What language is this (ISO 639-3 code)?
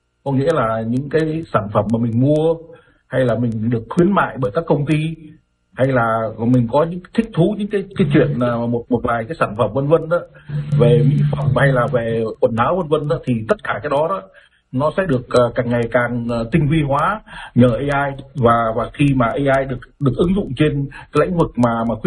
vie